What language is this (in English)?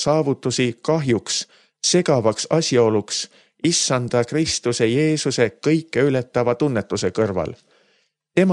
Estonian